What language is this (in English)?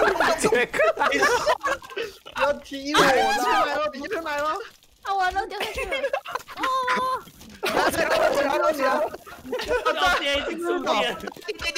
Chinese